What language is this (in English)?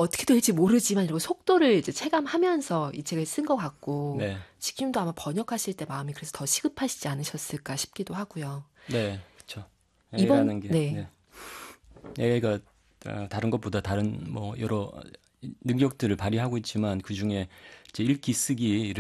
Korean